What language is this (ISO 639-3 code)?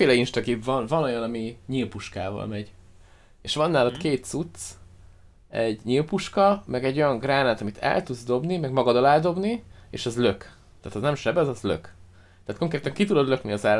hun